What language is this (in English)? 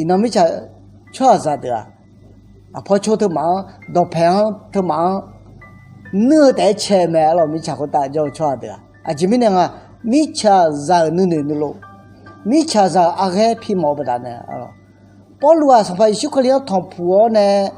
Akha